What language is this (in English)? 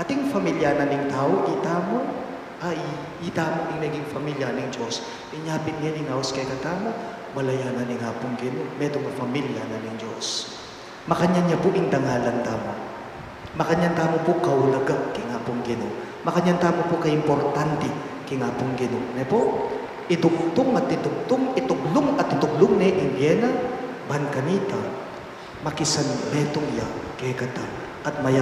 Pampanga